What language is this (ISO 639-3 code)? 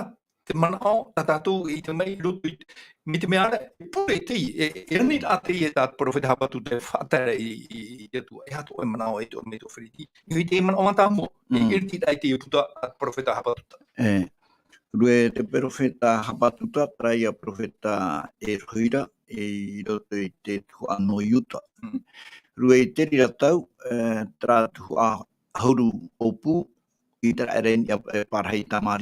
tah